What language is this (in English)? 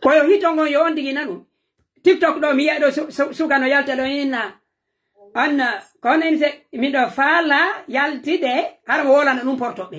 Pular